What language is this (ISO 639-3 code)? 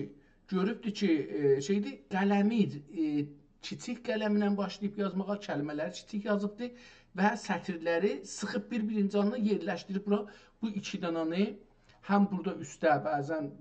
azb